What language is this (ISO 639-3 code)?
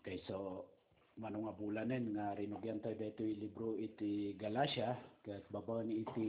ilo